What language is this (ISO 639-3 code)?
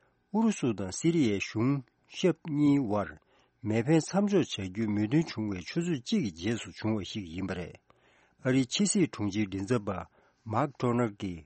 bod